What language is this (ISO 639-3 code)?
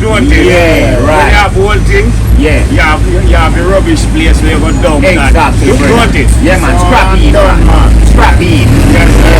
jam